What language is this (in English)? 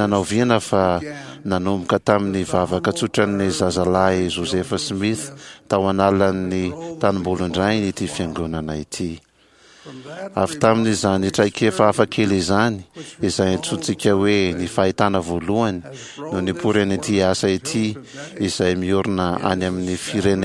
Malagasy